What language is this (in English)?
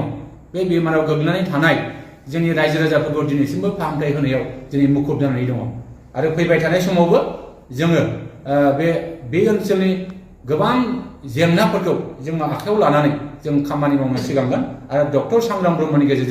Bodo